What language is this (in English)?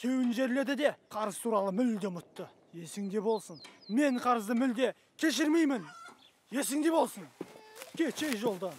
Bashkir